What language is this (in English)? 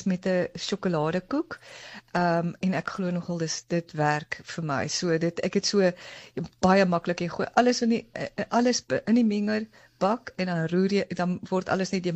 Afrikaans